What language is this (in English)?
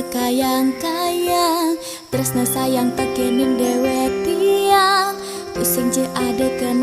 Balinese